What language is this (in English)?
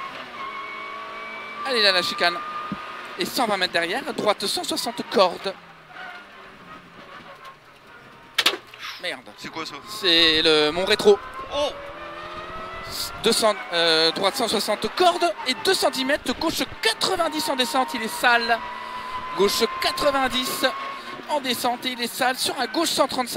French